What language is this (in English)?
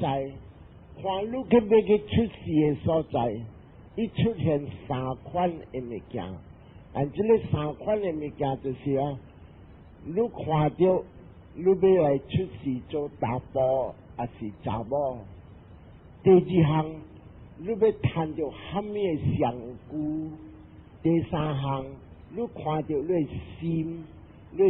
Min Nan Chinese